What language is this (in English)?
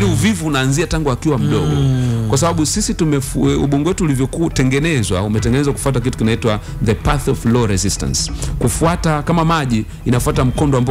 Swahili